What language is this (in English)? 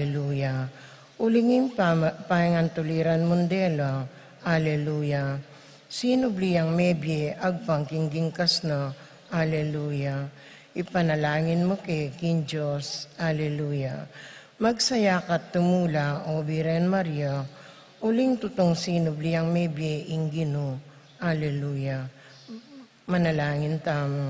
Pampanga